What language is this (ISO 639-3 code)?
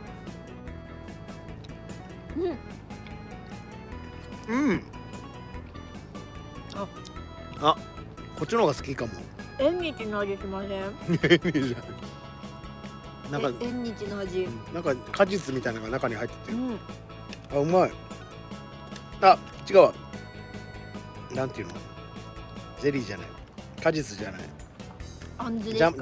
jpn